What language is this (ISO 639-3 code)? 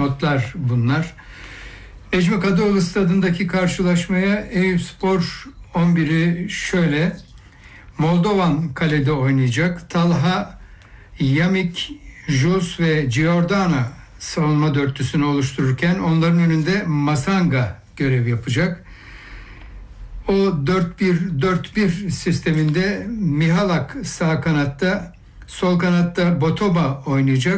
tur